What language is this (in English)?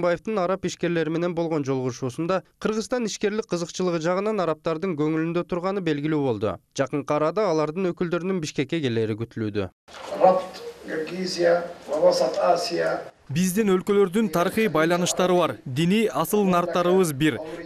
Kyrgyz